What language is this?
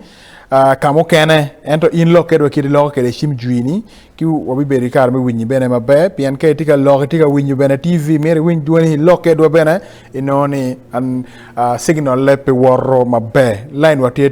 Acoli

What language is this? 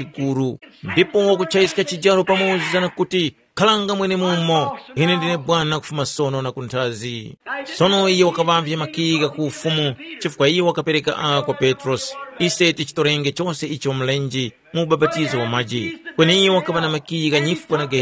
Tumbuka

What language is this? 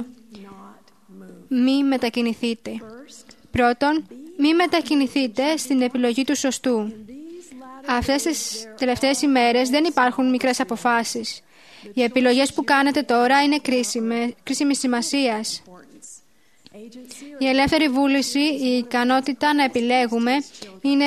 Greek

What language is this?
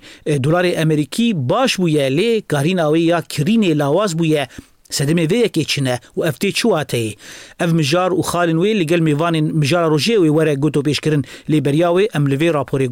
Kurdish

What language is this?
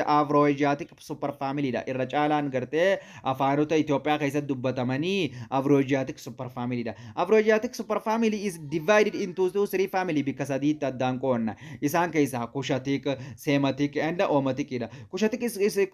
Oromo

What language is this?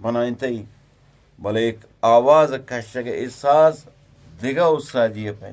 Eastern Balochi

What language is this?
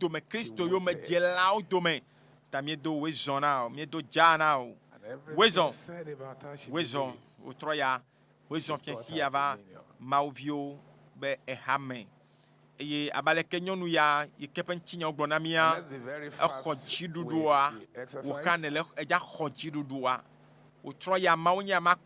Ewe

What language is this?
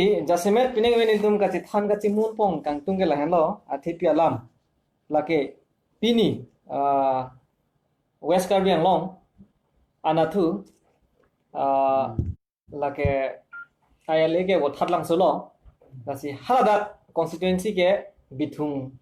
Karbi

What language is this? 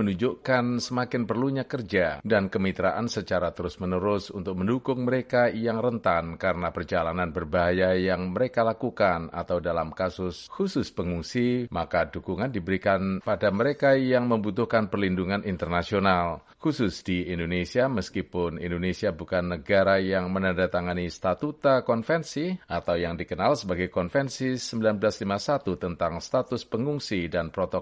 Indonesian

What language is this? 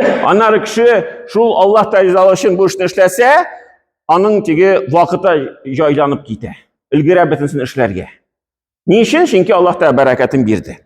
Tatar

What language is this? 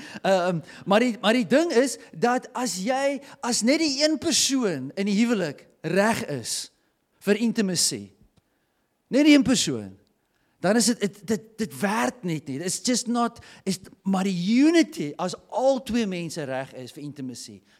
Afrikaans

